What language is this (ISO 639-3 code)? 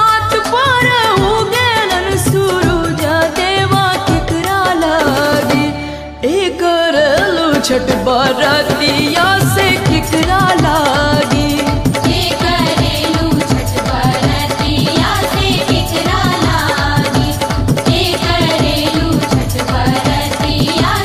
bho